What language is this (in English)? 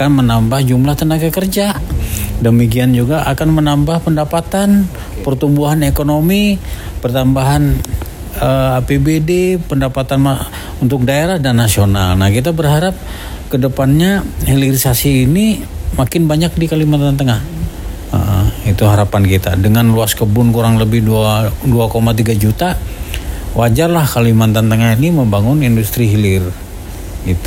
Indonesian